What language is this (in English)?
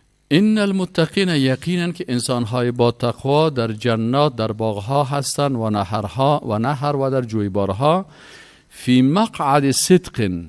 Persian